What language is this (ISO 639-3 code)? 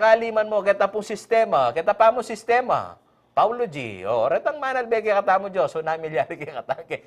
pam